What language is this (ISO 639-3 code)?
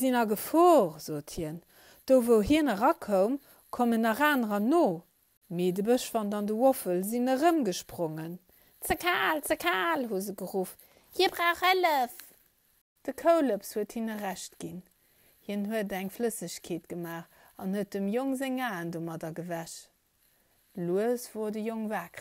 ltz